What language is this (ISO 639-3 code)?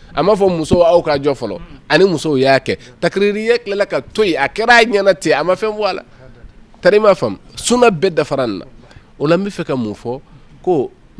bam